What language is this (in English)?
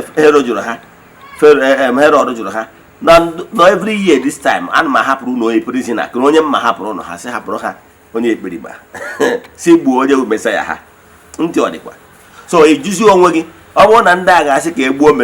Igbo